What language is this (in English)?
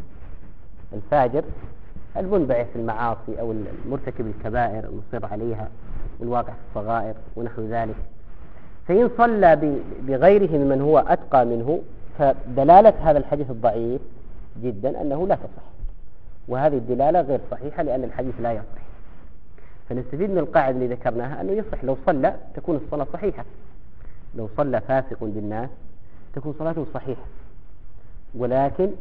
Arabic